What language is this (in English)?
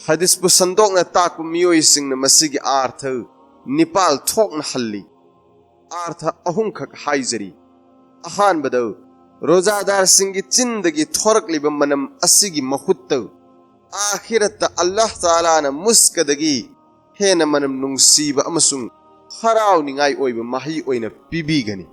Manipuri